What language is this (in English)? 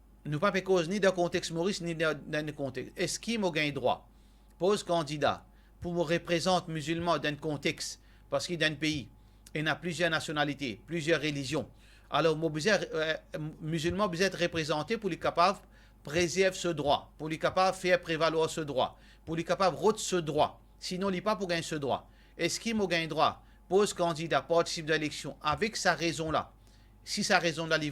Morisyen